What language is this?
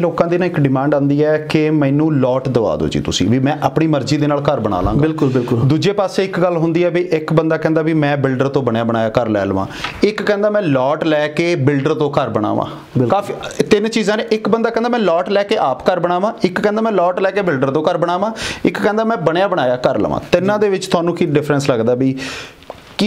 Punjabi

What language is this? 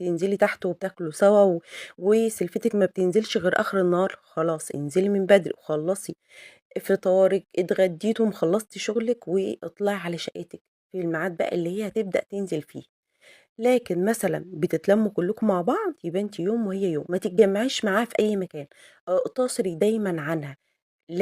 Egyptian Arabic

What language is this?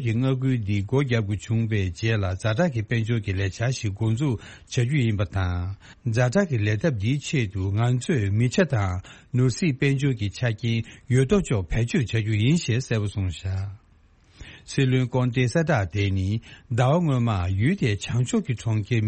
Tibetan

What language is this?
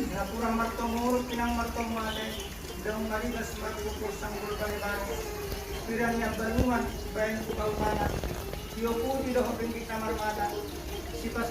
Batak Toba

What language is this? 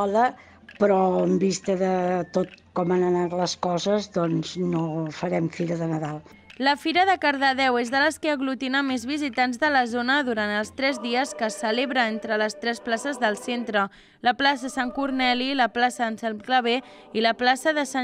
Catalan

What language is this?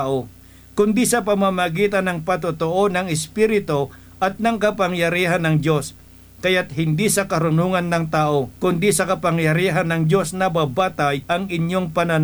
Filipino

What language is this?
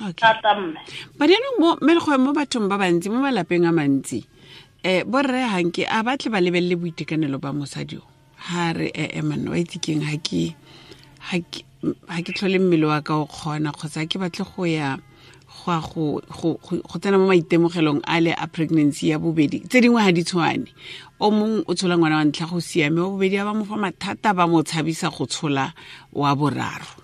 Tswana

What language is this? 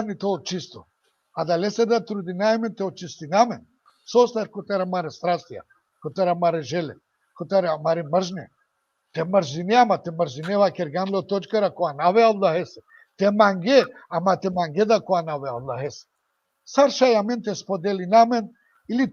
Balkan Romani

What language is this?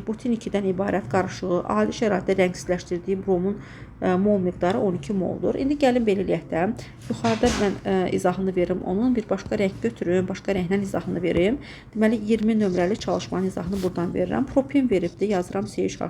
Azerbaijani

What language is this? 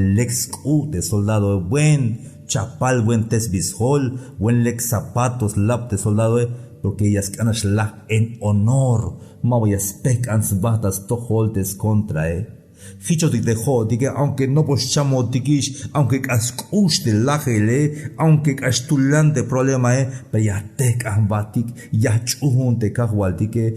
Tzeltal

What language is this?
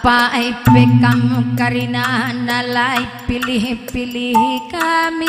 Batak Karo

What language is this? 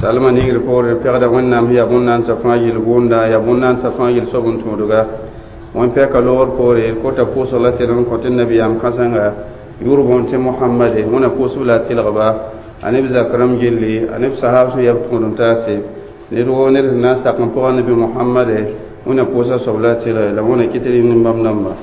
Mossi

